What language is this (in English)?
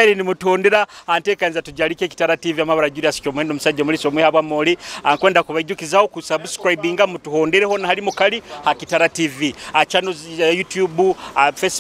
Nyoro